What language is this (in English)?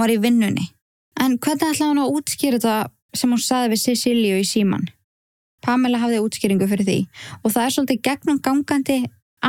Icelandic